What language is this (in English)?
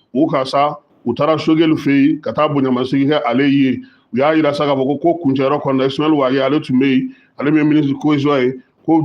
Bambara